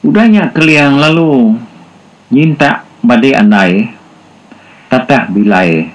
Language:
Iban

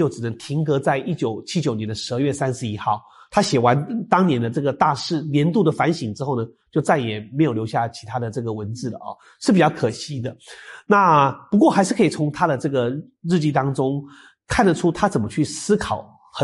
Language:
Chinese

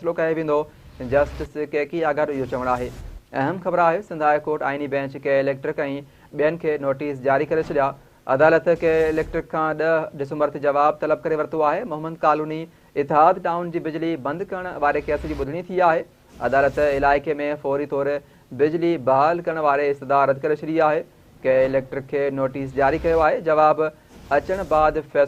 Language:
Sindhi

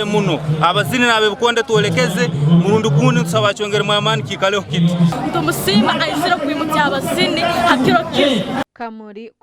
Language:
Nyankole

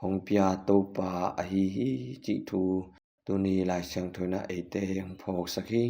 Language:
Tedim Chin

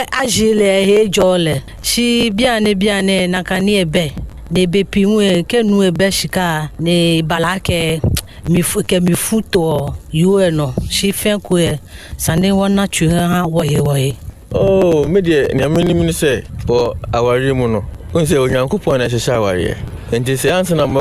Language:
Akan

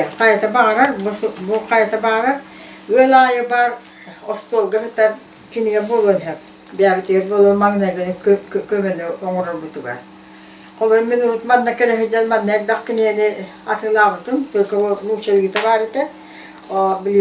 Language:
Yakut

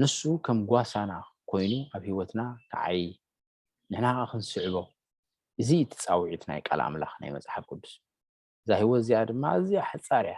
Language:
Tigrinya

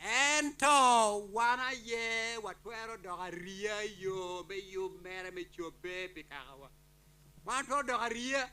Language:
Acoli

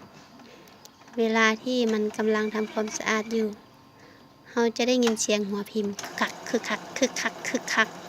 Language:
Lao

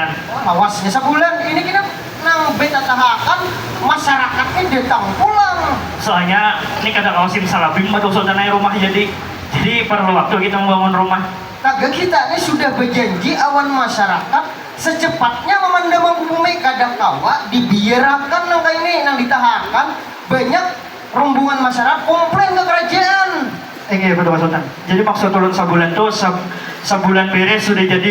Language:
Banjar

